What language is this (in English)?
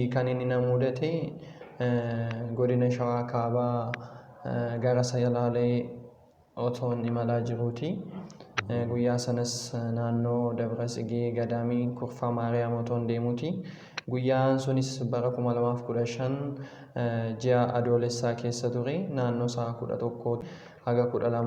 Oromo